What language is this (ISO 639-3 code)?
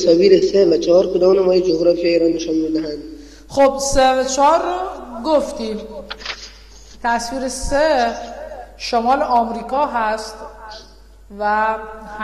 fas